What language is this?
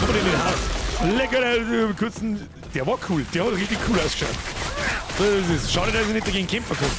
Bavarian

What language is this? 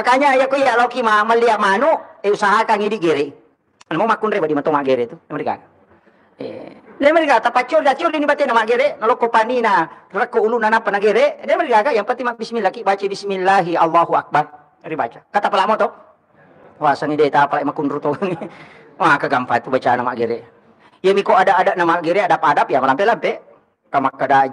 Buginese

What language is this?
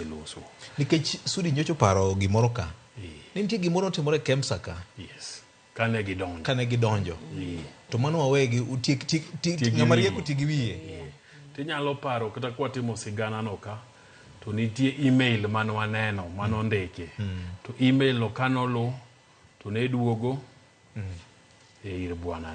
Luo (Kenya and Tanzania)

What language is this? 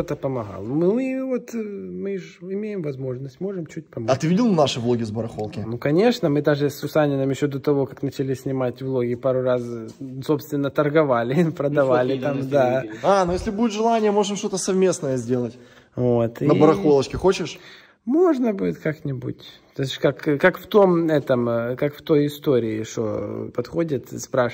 Russian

